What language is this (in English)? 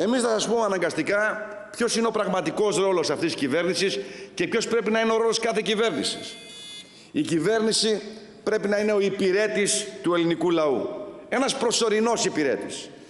Greek